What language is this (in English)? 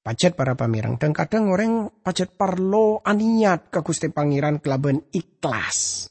Madurese